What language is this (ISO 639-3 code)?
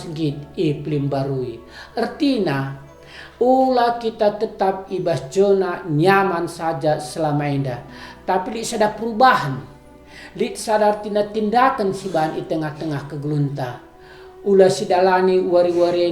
btx